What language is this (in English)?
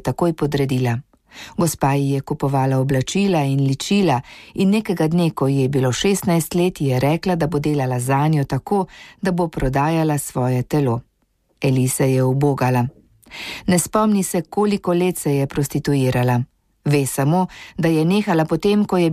Slovenian